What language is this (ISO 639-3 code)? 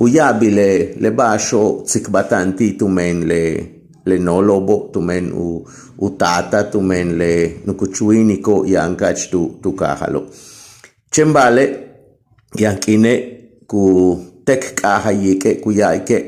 yua